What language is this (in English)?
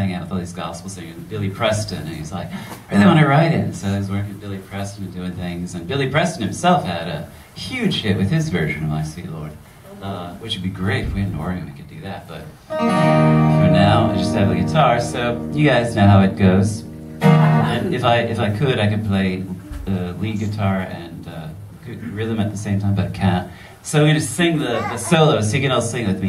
English